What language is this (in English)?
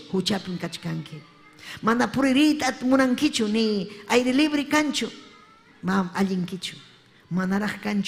Ayacucho Quechua